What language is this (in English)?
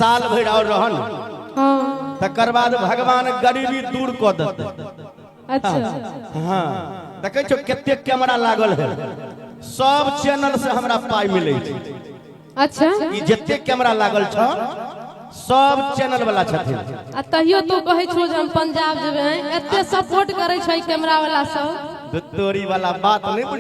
Maithili